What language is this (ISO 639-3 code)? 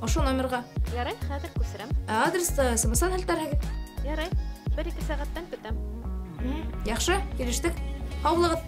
bak